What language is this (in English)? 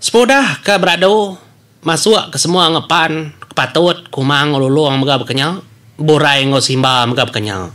Iban